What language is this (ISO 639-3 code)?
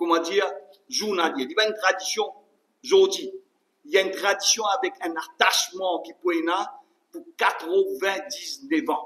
mfe